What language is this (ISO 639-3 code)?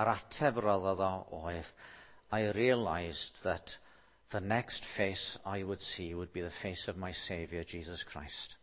cym